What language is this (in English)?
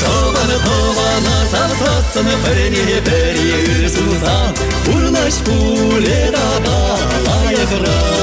Chuvash